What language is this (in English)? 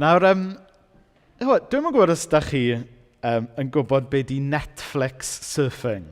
Welsh